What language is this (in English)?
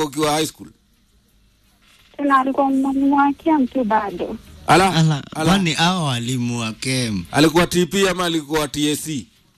Swahili